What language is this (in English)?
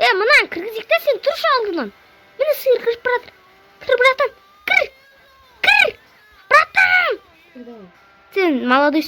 Kazakh